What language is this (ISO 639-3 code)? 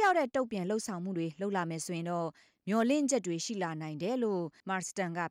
mya